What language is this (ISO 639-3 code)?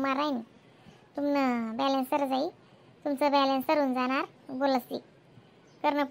khn